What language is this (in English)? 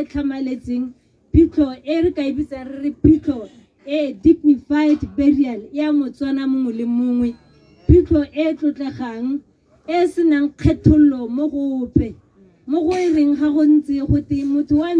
Tswana